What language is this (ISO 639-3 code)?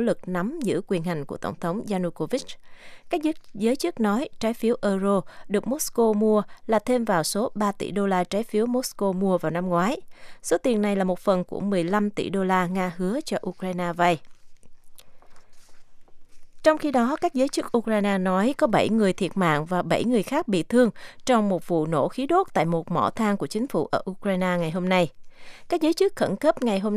vie